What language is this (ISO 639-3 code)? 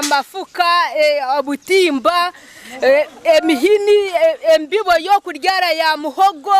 nyn